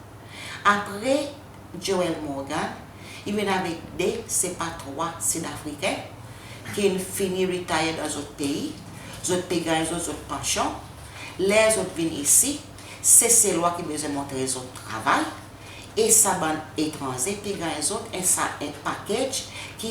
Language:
Seselwa Creole French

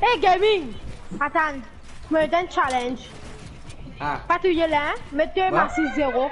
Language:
Morisyen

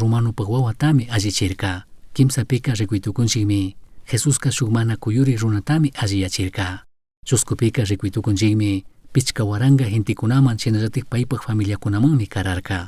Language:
Chimborazo Highland Quichua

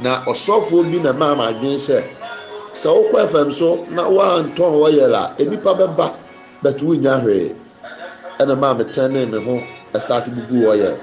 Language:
Akan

